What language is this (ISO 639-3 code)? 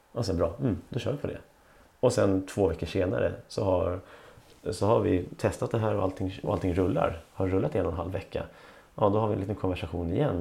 swe